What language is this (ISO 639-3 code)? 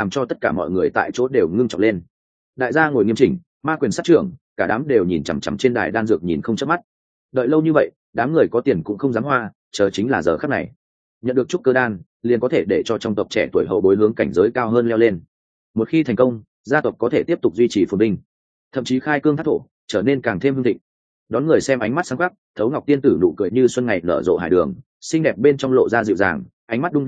vie